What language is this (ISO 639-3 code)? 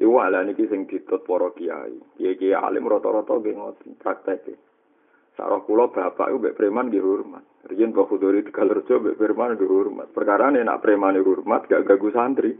jav